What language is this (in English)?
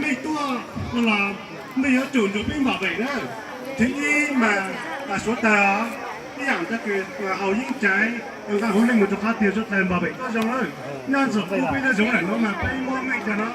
Hmong